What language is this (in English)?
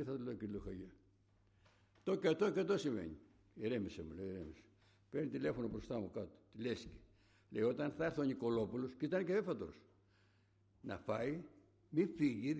Greek